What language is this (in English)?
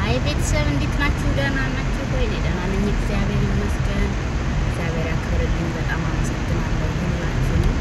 Amharic